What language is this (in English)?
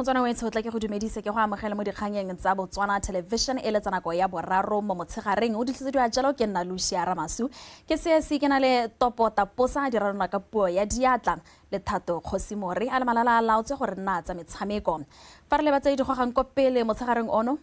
Tswana